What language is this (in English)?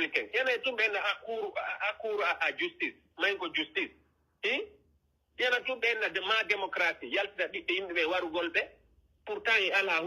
Pular